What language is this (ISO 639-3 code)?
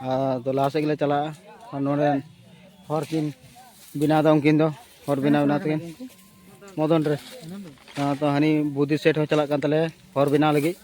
sat